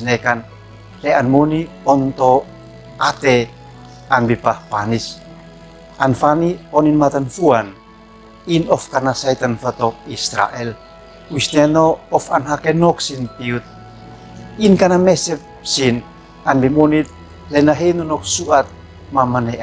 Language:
Uab Meto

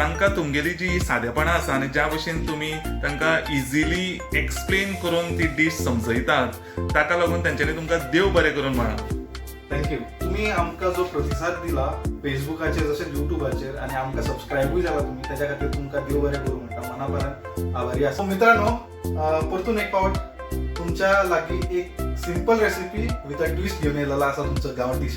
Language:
Konkani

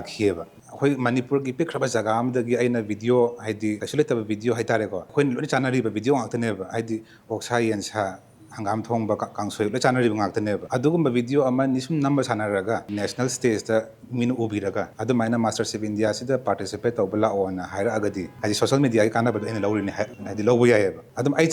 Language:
Manipuri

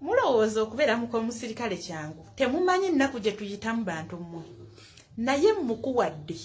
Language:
Ganda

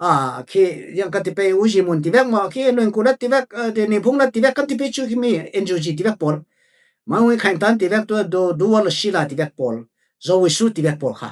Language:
Falam Chin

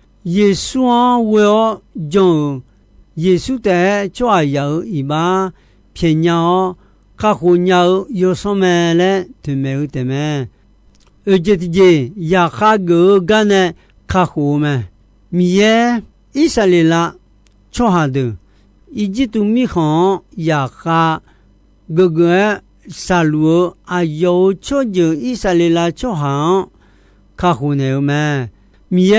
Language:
Akha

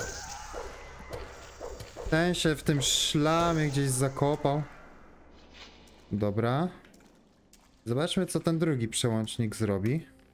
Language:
Polish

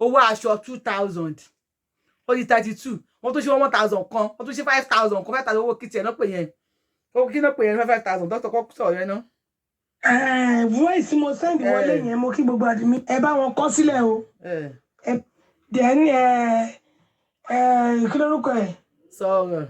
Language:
Yoruba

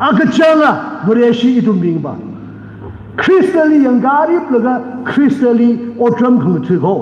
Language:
Tangkhul Naga (India)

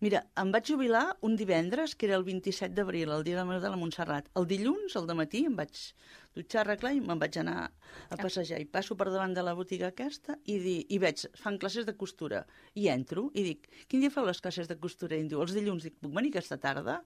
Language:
Catalan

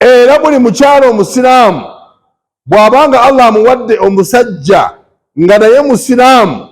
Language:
Ganda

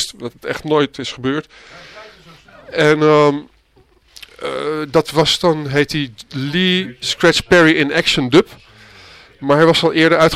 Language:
Dutch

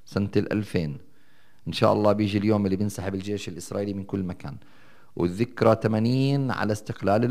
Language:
North Levantine Arabic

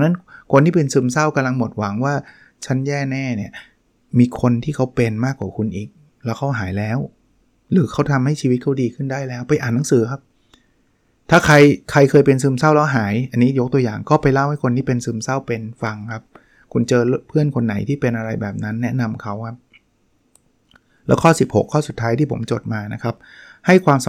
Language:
Thai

